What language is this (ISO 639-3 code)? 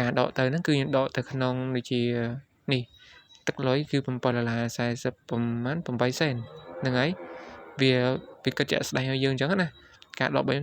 khm